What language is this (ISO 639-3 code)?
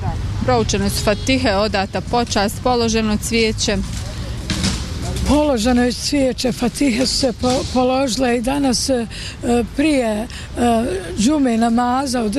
bos